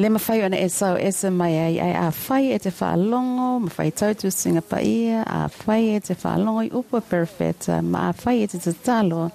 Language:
Samoan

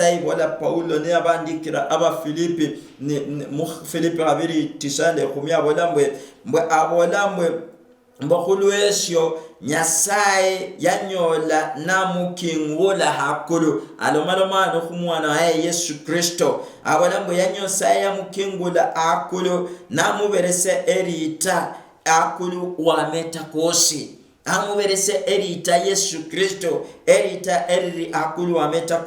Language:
Luyia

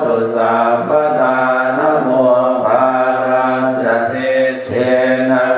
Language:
Pali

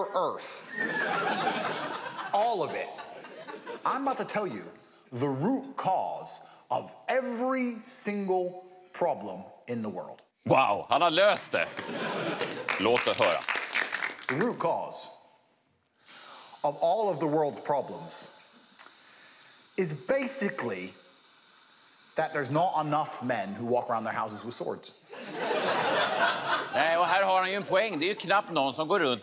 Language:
Swedish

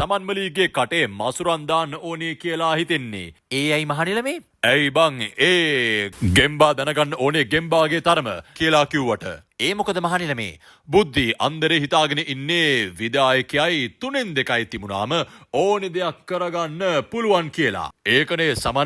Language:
Sinhala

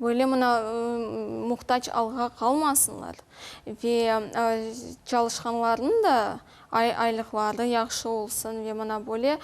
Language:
Crimean Tatar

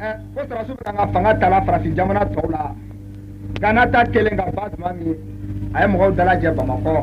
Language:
Bambara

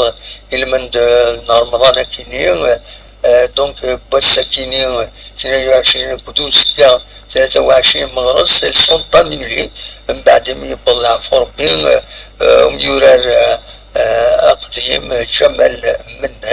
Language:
Kabyle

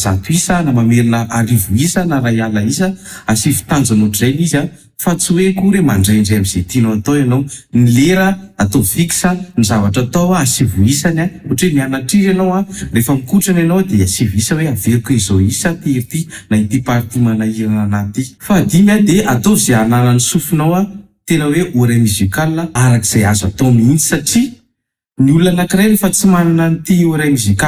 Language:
Malagasy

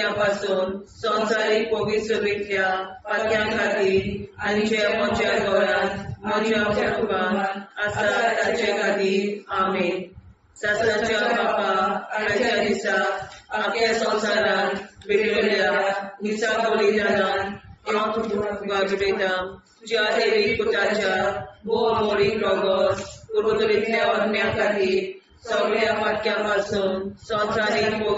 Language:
Konkani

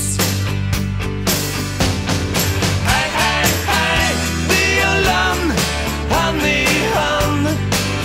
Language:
Norwegian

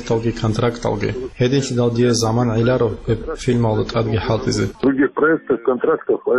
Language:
Avaric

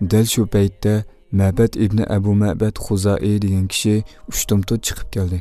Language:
Uyghur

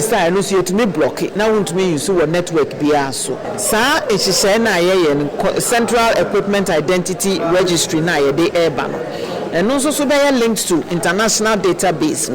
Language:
Akan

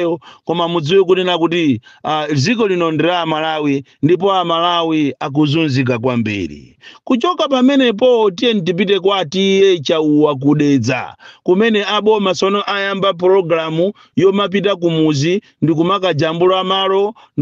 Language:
Nyanja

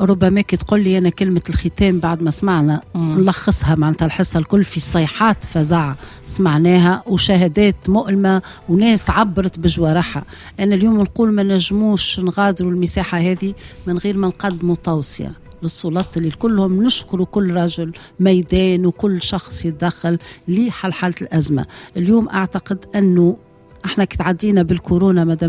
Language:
Tunisian Arabic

